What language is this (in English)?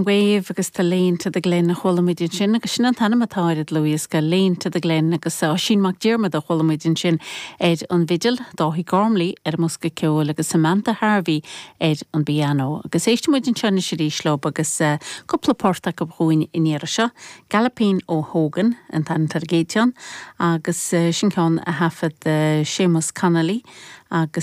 Irish